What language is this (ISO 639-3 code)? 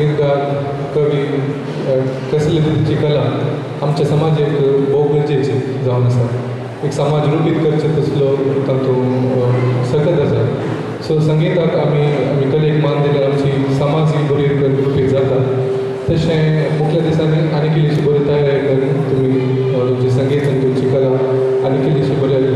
kok